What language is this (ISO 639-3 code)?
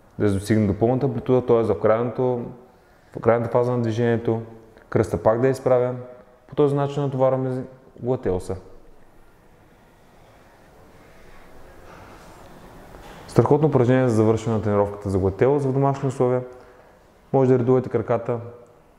bul